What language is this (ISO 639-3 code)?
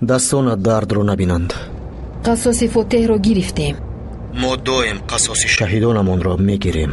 tgk